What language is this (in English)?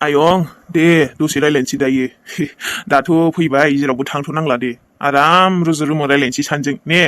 Bodo